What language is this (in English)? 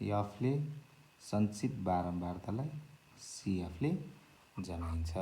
Nepali